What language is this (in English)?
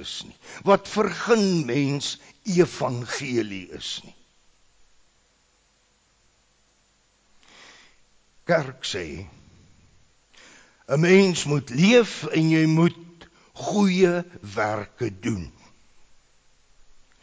Afrikaans